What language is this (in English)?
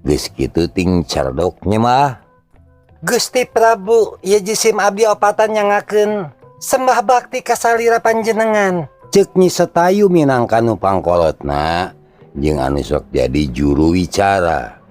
Sundanese